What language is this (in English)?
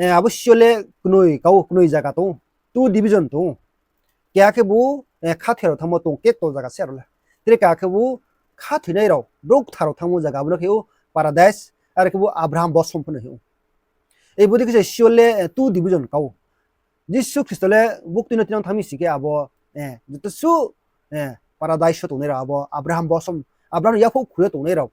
Riang (India)